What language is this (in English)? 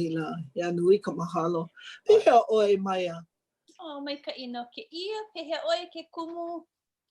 Hawaiian